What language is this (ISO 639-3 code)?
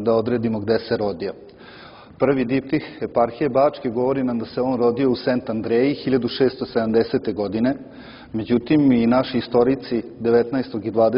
srp